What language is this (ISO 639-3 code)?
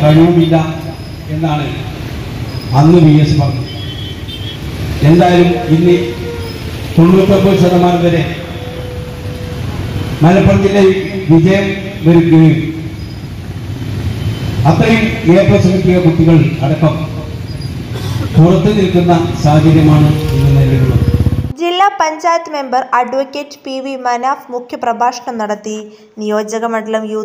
mal